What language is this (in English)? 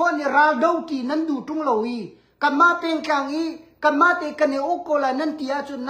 Hakha Chin